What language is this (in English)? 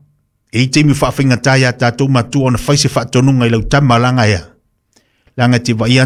Samoan